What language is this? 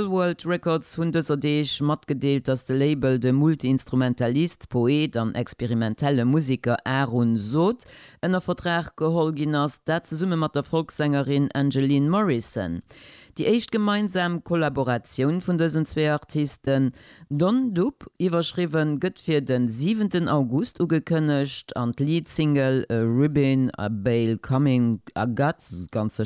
Luxembourgish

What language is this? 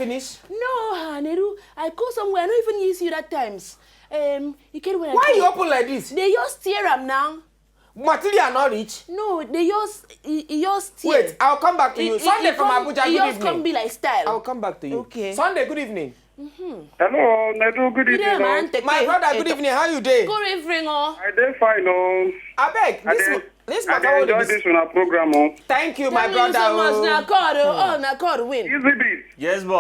Nigerian Pidgin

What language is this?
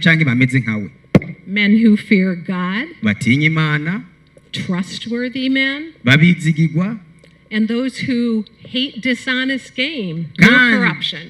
Rundi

